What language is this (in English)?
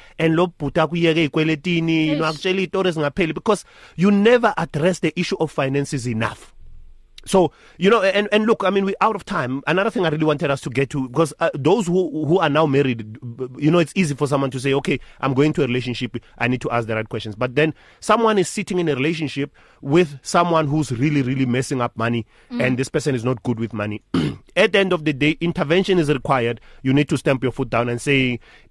English